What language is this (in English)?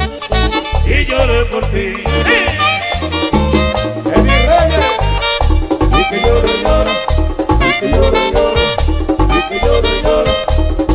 Spanish